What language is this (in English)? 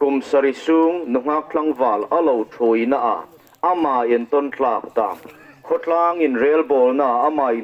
Hmar